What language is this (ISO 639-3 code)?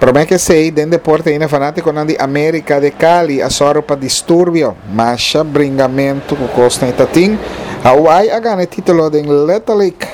pap